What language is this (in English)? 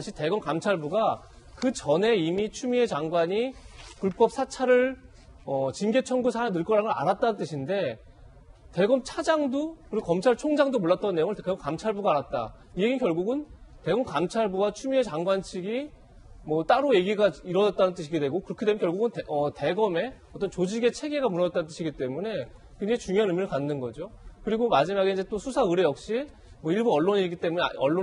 Korean